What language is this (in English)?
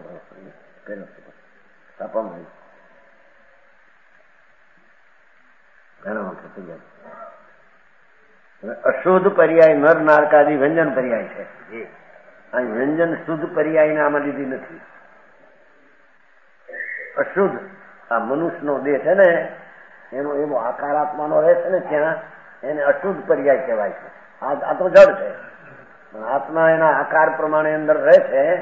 Gujarati